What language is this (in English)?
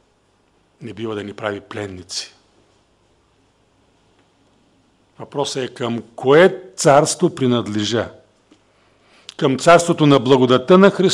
Bulgarian